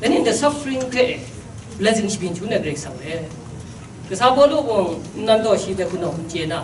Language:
Kachin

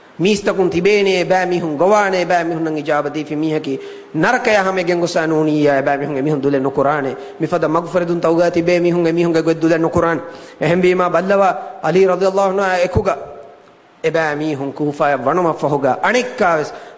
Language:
Divehi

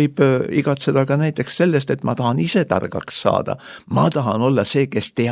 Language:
Estonian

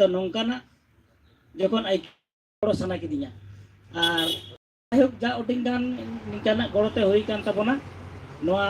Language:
Santali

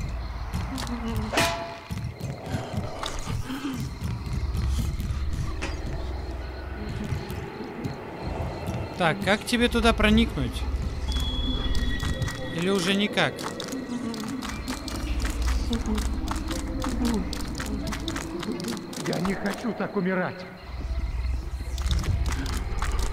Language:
Russian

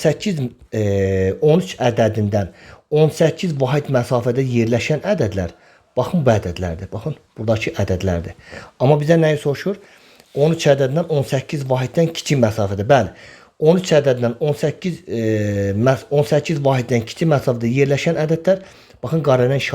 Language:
Azerbaijani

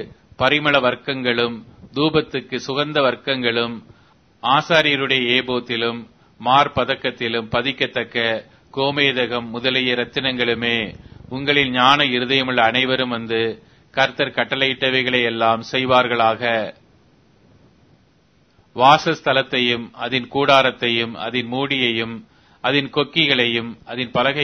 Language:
Tamil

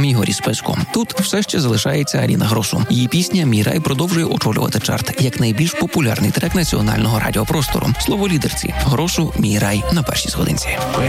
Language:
Ukrainian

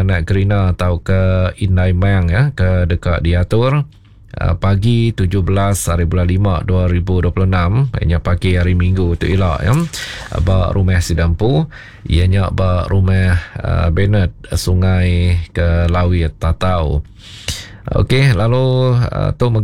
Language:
Iban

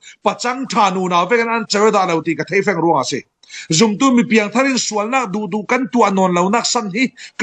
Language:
Falam Chin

